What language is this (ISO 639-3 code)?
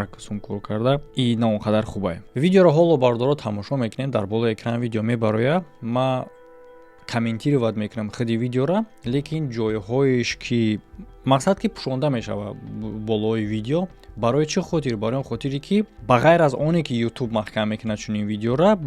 tgk